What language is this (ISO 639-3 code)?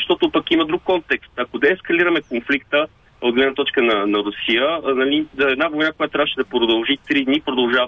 bul